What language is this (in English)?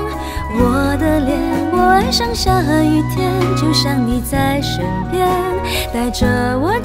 Chinese